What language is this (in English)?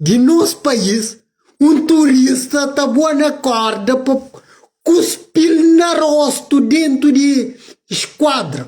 Kabuverdianu